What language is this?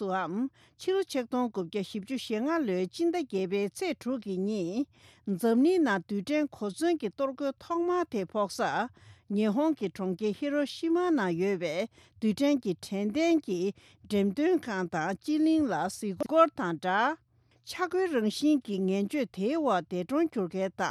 Tibetan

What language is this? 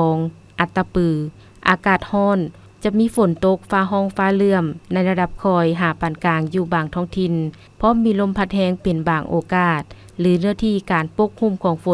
Lao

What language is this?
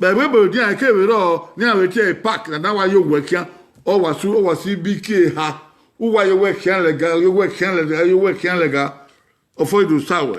Bini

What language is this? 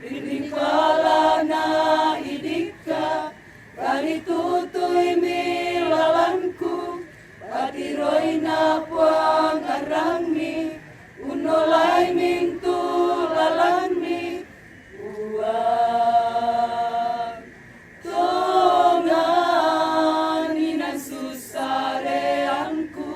Toraja-Sa'dan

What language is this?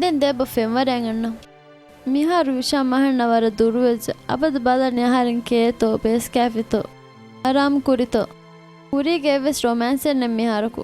Divehi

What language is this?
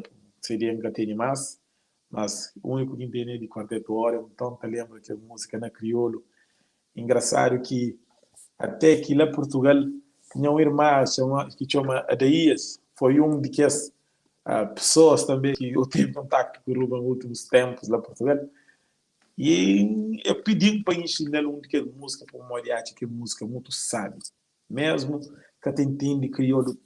Kabuverdianu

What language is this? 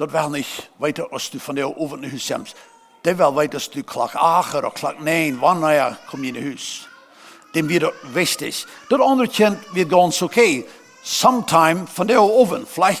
Plautdietsch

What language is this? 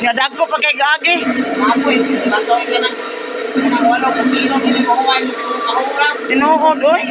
Cebuano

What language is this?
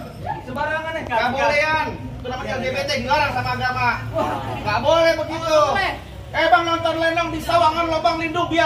Betawi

